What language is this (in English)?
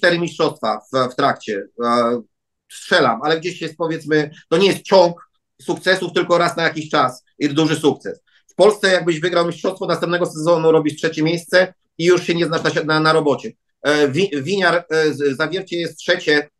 Polish